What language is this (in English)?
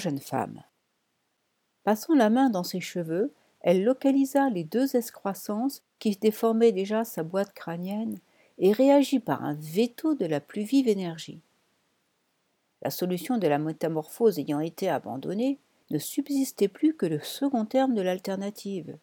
French